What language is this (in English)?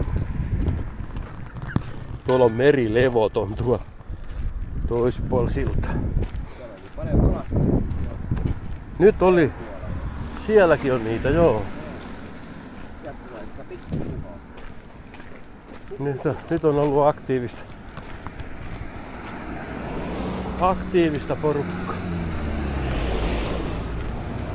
Finnish